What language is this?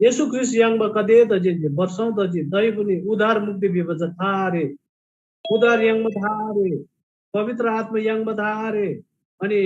Eastern Tamang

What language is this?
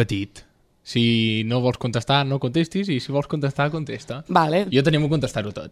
Catalan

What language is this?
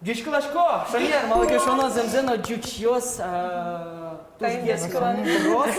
Udmurt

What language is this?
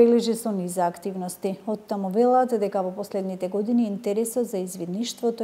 Macedonian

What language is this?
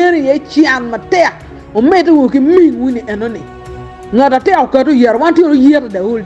Acoli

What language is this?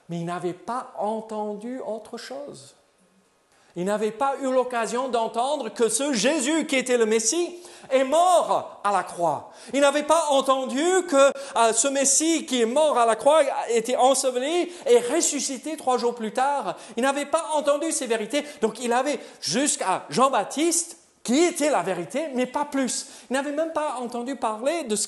French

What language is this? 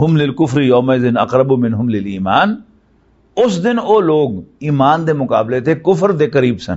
Western Panjabi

